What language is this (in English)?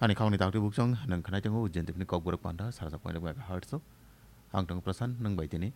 Kok Borok